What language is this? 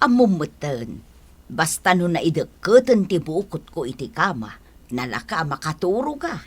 Iloko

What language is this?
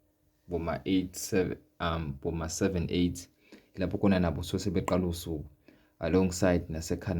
Zulu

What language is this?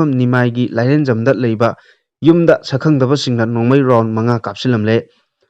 Manipuri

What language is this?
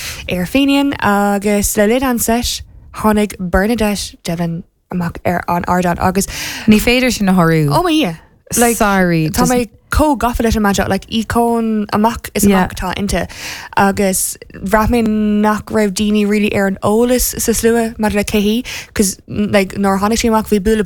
Irish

